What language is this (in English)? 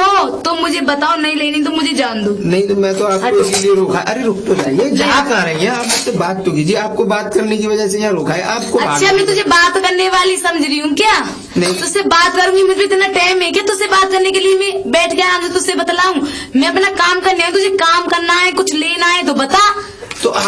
Hindi